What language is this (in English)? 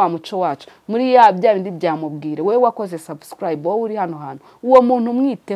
Kinyarwanda